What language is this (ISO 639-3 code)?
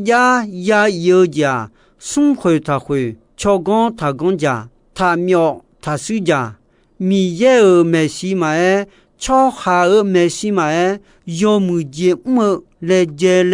ahk